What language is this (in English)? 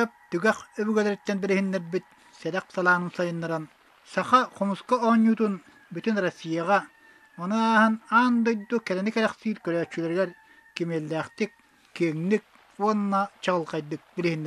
Yakut